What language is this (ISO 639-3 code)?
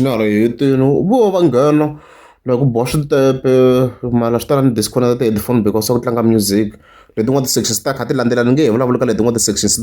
tso